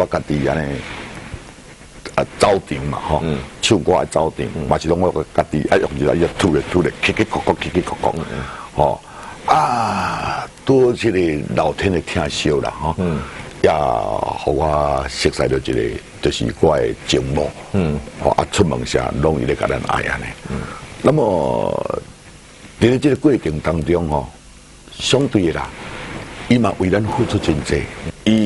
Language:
Min Nan Chinese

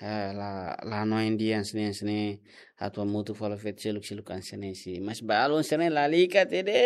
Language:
Tetum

